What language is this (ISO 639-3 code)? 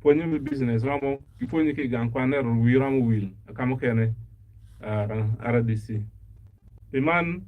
ach